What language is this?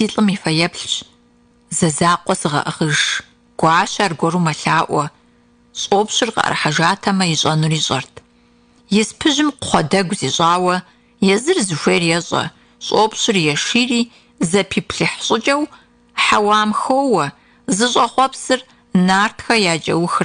Kabardian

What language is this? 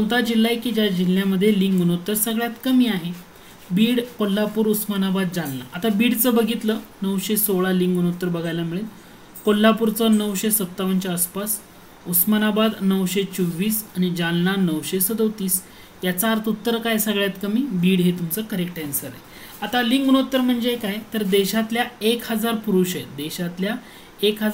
Marathi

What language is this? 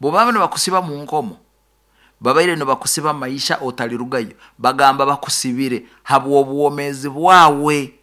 Nyoro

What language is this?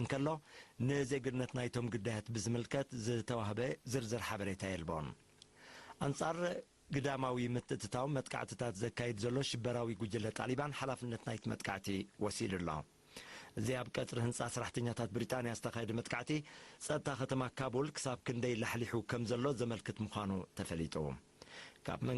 Tigrinya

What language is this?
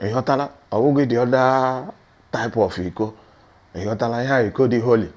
Igbo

